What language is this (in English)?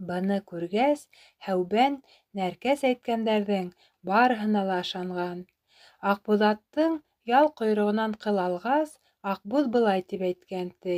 Bashkir